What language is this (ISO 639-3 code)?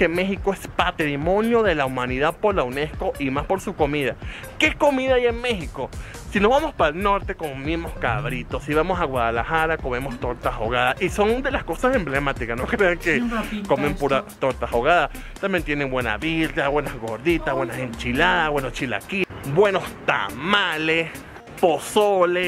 spa